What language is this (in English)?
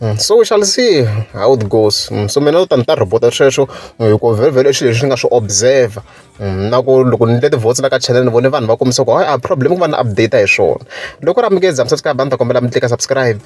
Tsonga